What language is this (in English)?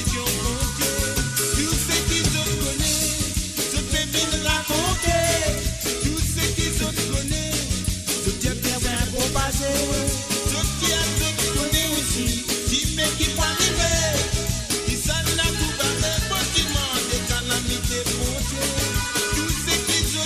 Morisyen